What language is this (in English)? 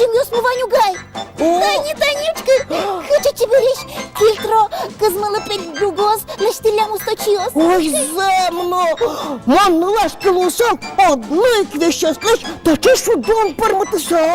Udmurt